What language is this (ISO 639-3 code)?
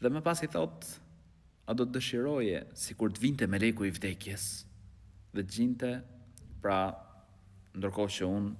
sqi